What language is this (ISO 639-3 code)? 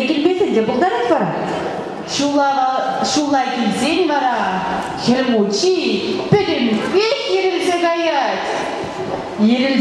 chv